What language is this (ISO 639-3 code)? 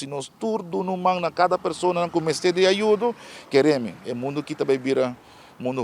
pap